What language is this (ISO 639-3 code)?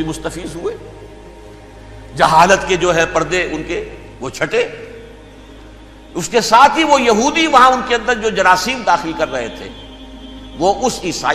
urd